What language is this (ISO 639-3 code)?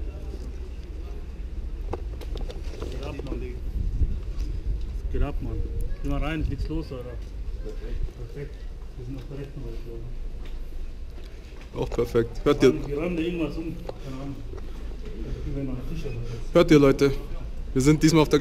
deu